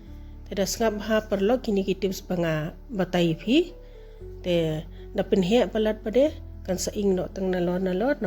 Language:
Khasi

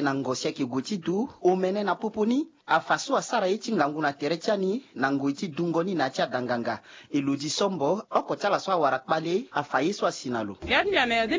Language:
Sango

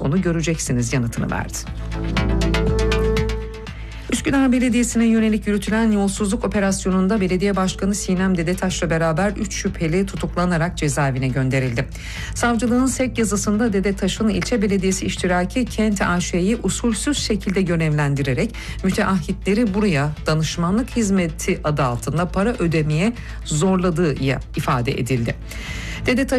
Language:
Turkish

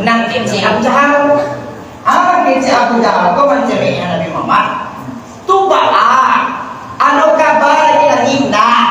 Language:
Minangkabau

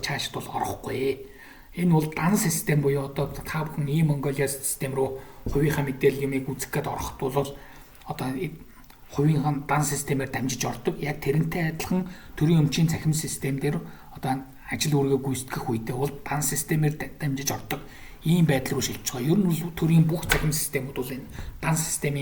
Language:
Mongolian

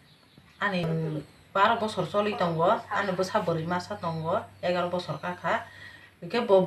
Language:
Kok Borok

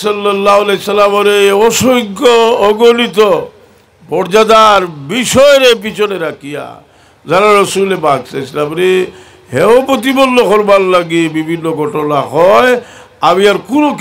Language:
Sylheti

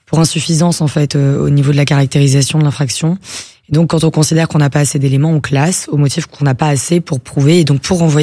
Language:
French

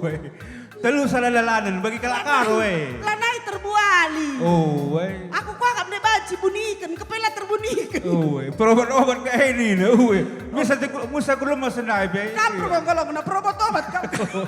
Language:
Batak Karo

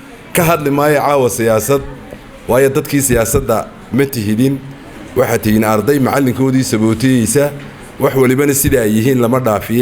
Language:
Somali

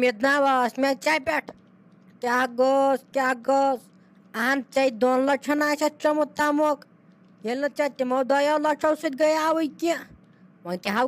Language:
Kashmiri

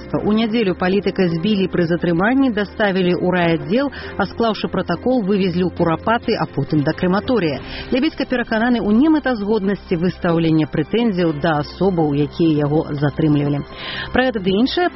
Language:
Belarusian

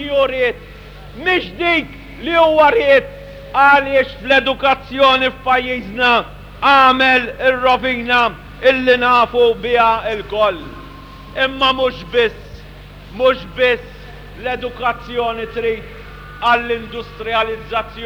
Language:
Maltese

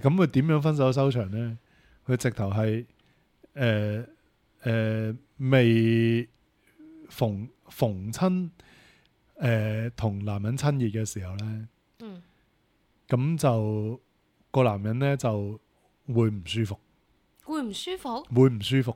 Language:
Cantonese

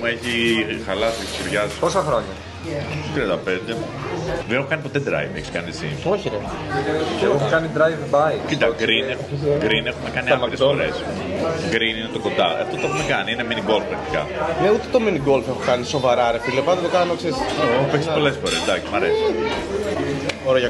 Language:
Greek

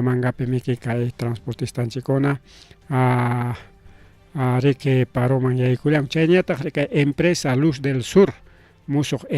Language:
Ayacucho Quechua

